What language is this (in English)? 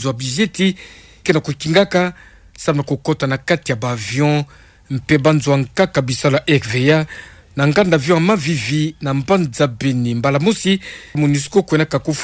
Kituba (Democratic Republic of Congo)